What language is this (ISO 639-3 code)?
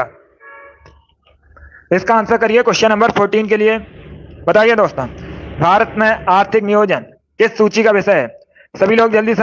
hin